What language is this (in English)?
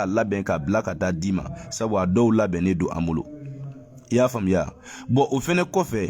Bambara